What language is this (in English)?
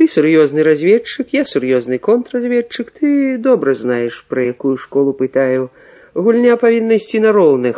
Belarusian